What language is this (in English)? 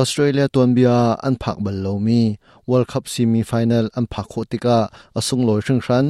Hakha Chin